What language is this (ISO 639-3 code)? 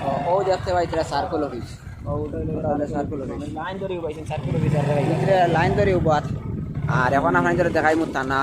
syl